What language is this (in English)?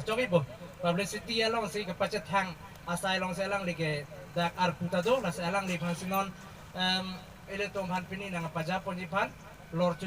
Karbi